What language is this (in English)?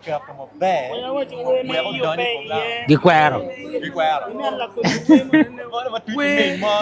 Acoli